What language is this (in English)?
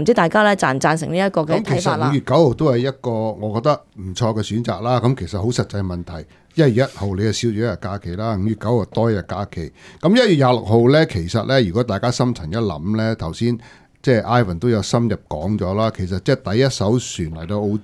Cantonese